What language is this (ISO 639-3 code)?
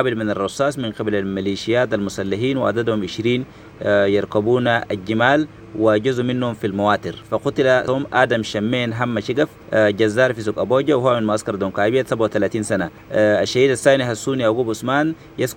apd